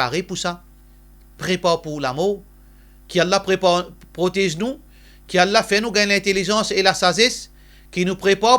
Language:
Morisyen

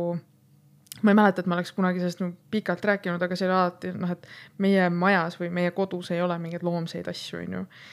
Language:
Estonian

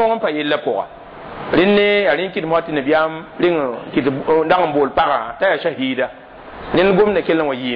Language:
Mossi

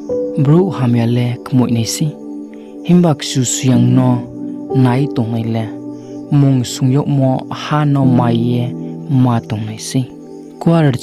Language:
Riang (India)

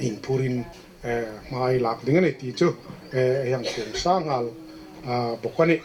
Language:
Hmar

